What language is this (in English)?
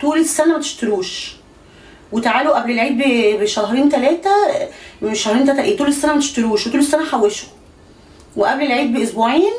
Egyptian Arabic